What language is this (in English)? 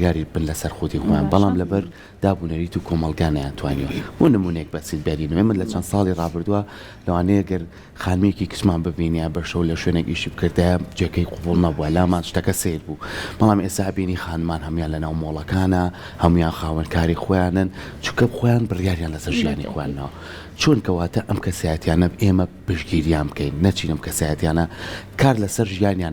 Central Kurdish